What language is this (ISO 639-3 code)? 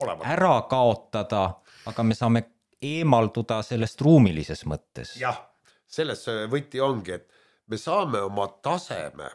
est